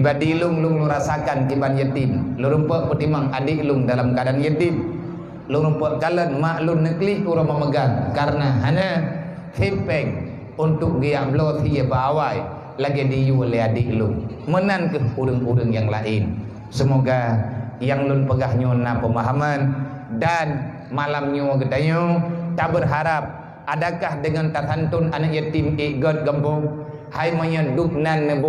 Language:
Achinese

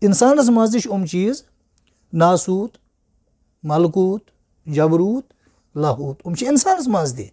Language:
Kashmiri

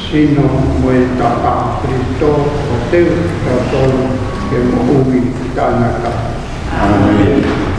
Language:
Tongan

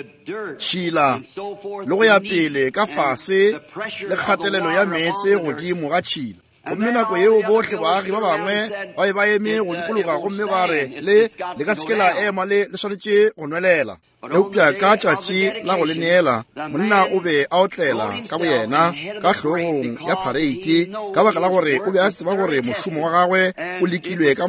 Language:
Northern Sotho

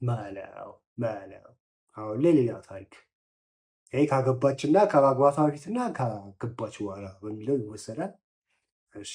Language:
Amharic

